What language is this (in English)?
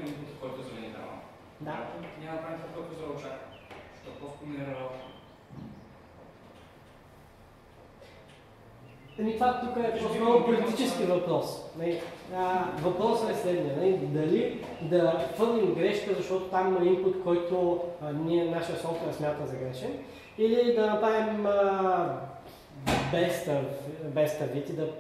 Bulgarian